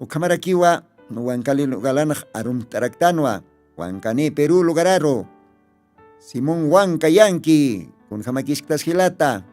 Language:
Aymara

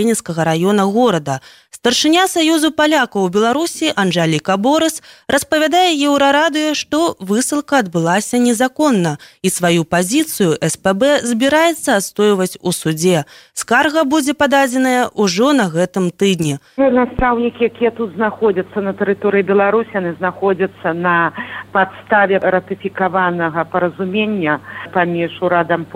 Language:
Belarusian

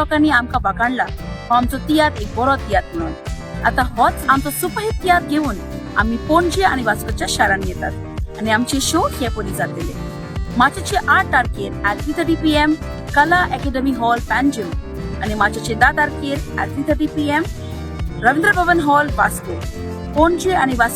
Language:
Konkani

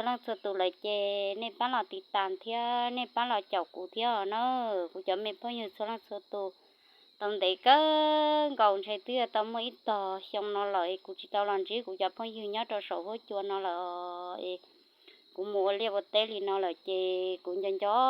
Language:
Hmong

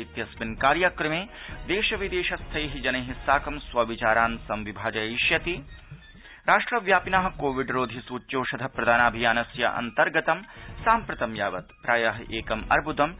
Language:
Sanskrit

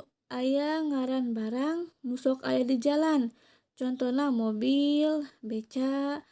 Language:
Sundanese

